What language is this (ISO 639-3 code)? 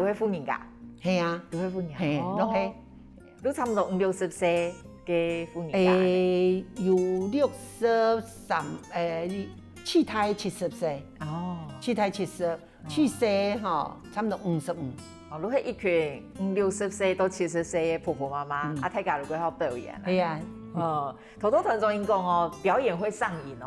hak